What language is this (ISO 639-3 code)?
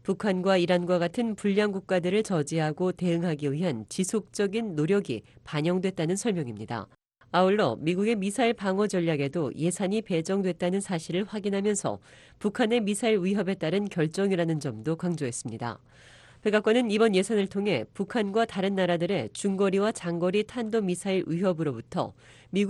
kor